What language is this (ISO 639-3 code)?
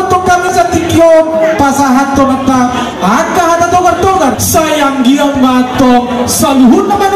bbc